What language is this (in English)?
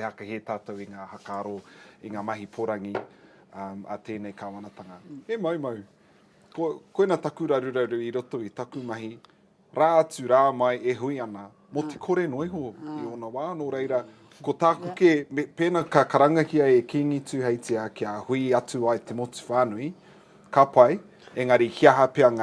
Māori